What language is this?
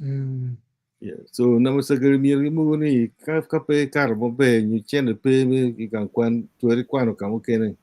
Acoli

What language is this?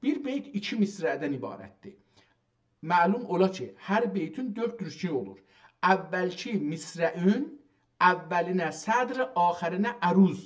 South Azerbaijani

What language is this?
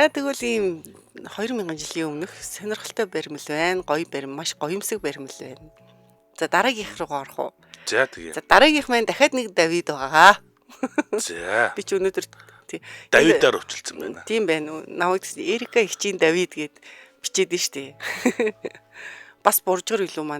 Mongolian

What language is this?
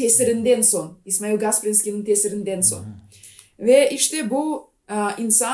Gagauz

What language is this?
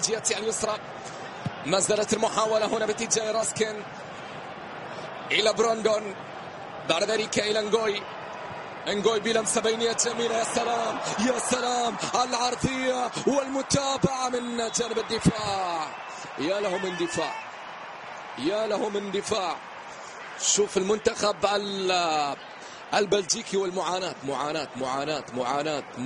Arabic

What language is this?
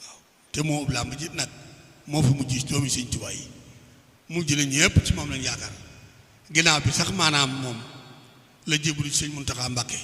Wolof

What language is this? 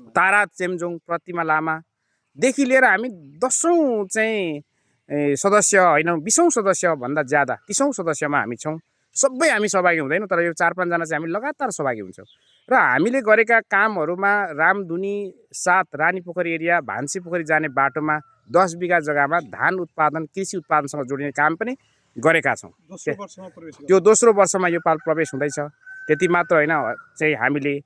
Nepali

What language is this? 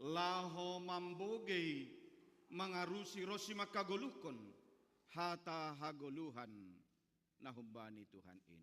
Batak Simalungun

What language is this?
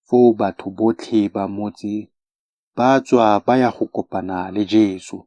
Tswana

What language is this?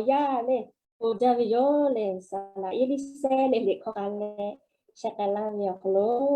Lahu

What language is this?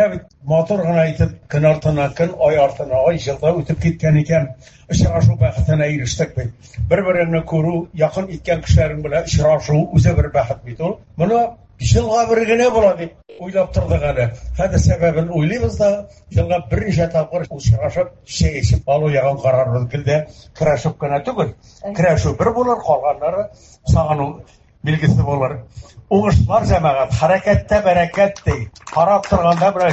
Tatar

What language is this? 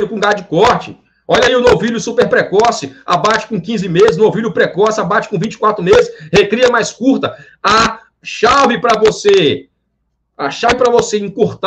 Portuguese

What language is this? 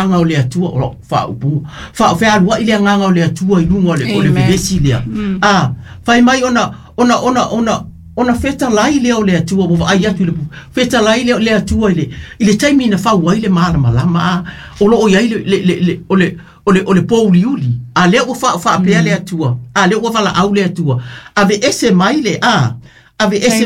Samoan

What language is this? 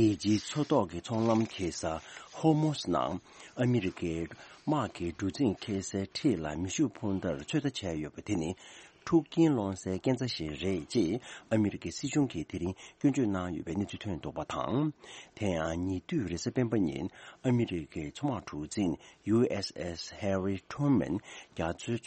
Tibetan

